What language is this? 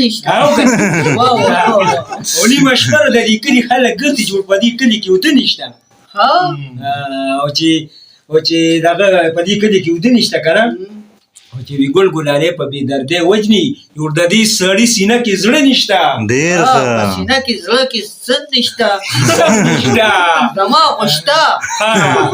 Pashto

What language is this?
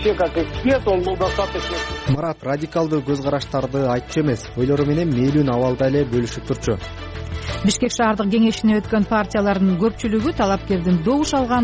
Kyrgyz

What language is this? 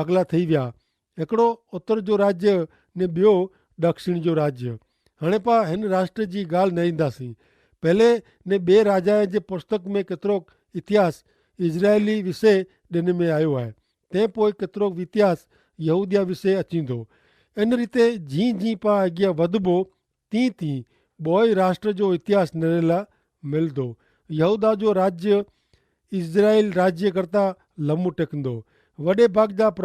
Kachhi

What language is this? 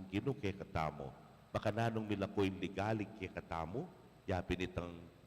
Pampanga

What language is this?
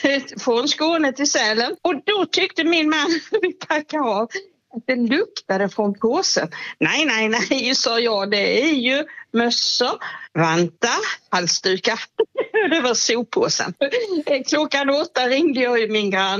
Swedish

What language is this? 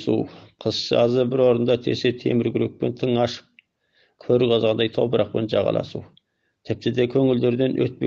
Kazakh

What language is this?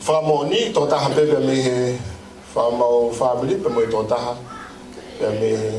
Tongan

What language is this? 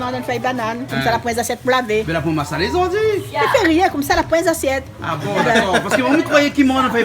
Réunion Creole French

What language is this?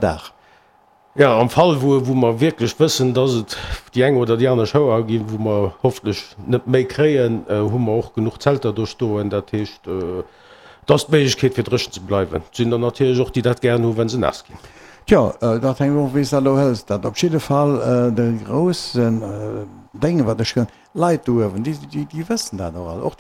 Luxembourgish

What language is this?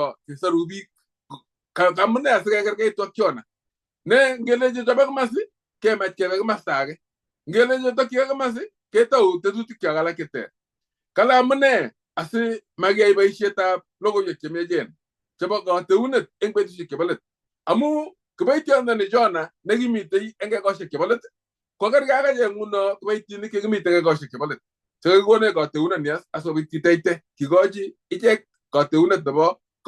Kalenjin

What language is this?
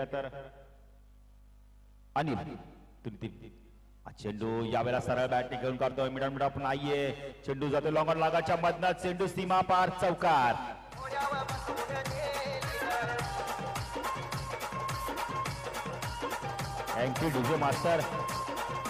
Marathi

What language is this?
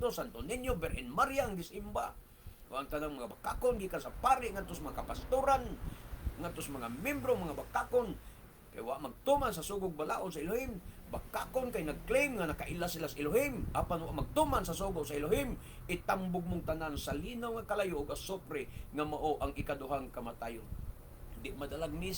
Cebuano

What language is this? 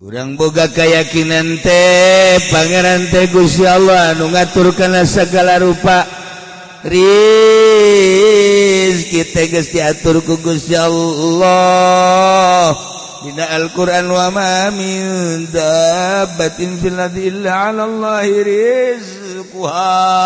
Sundanese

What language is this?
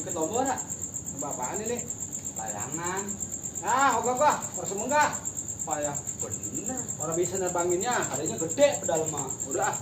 Betawi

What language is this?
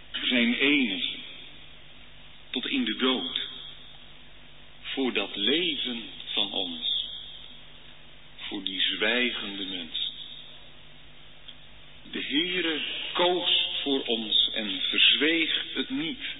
Dutch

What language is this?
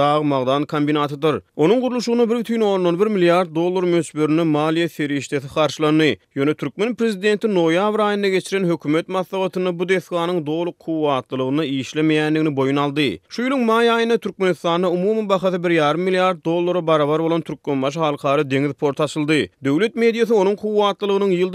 Turkmen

